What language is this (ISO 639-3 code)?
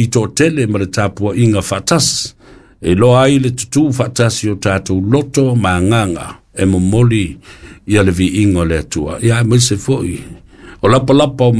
smo